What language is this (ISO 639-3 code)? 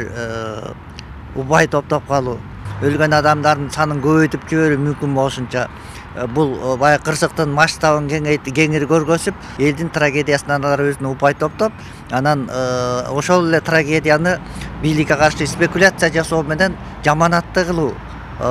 kir